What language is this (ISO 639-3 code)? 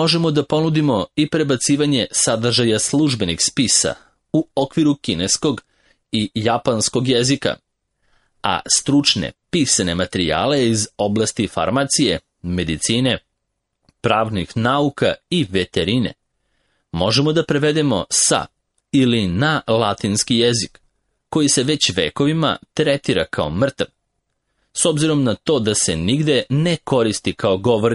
srp